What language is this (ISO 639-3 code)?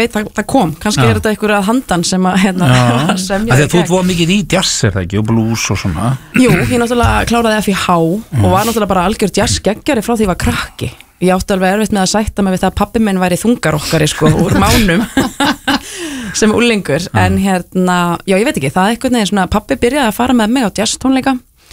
isl